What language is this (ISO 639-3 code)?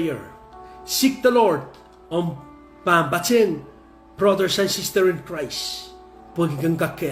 pon